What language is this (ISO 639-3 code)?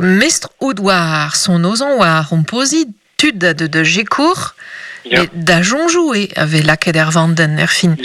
bre